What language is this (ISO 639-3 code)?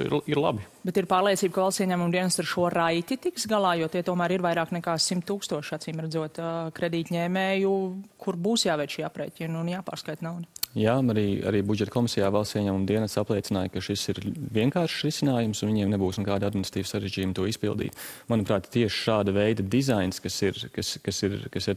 lav